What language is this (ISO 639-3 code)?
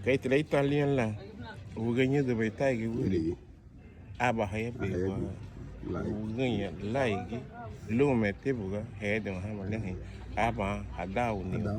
cab